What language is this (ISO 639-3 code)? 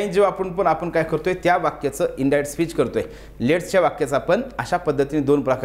mar